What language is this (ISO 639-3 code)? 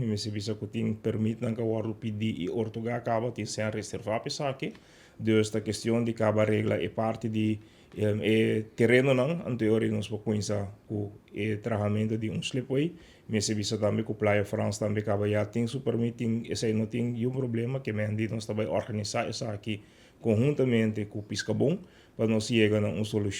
pap